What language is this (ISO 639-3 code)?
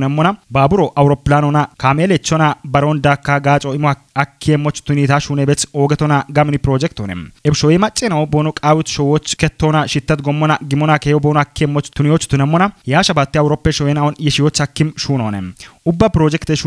kbr